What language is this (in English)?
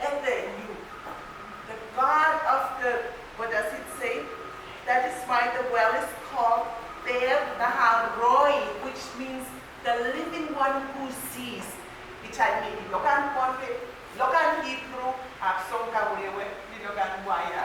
Pohnpeian